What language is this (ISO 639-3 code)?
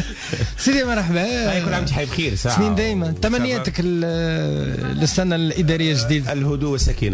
aeb